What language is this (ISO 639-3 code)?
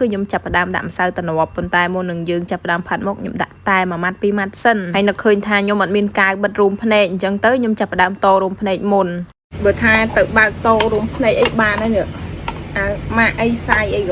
khm